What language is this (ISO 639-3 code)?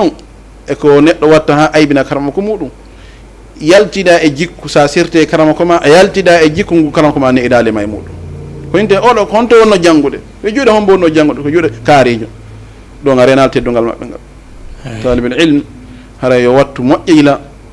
ful